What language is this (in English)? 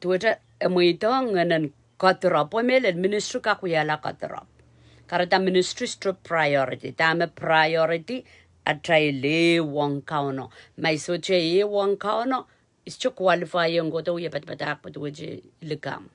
Pohnpeian